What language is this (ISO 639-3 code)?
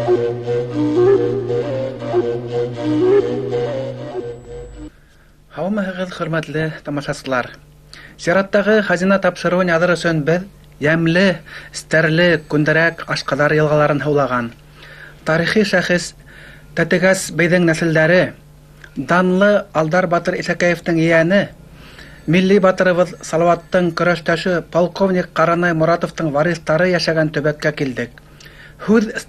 bak